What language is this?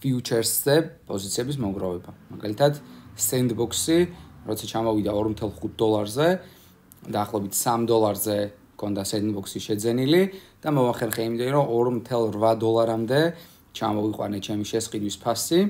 Georgian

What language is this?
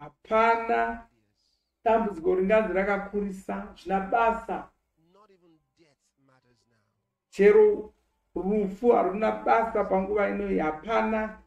Shona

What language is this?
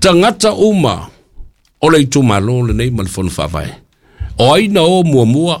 Samoan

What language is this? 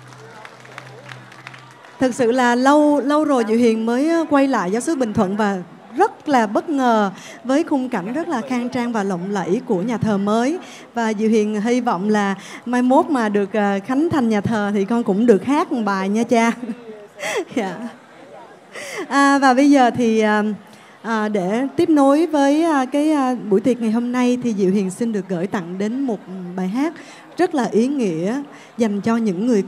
Vietnamese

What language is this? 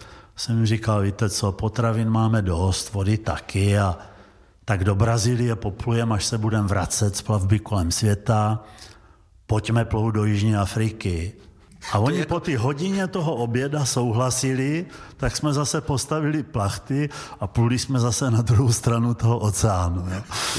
Czech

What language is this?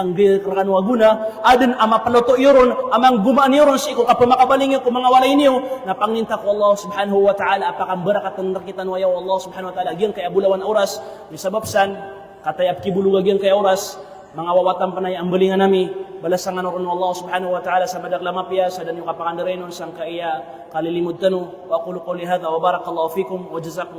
Maranao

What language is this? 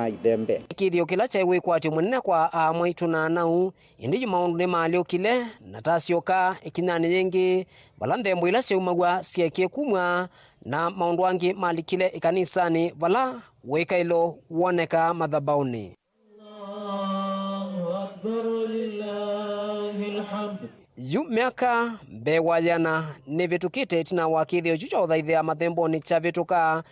Kamba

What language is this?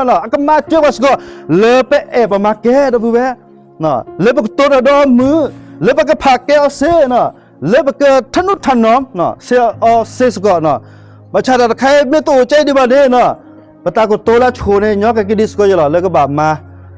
S'gaw Karen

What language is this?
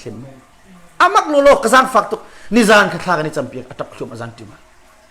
Hakha Chin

